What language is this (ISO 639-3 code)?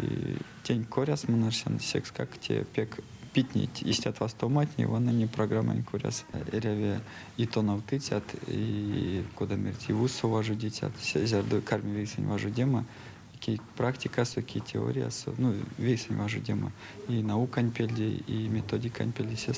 myv